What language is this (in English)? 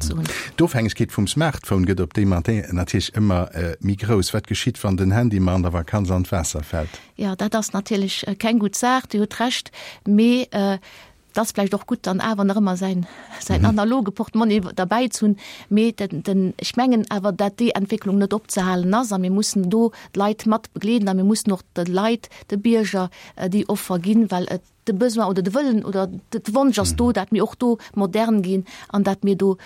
Luxembourgish